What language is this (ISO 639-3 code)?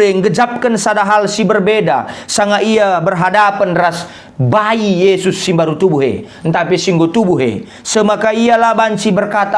btx